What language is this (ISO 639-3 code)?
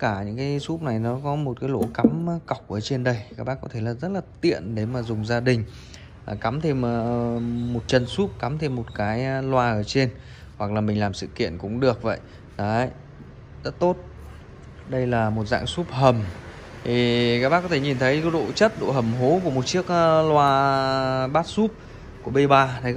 vie